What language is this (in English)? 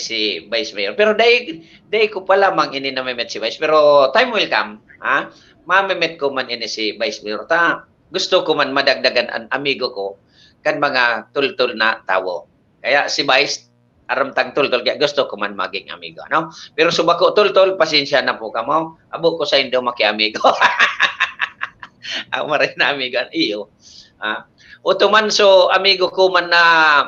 Bikol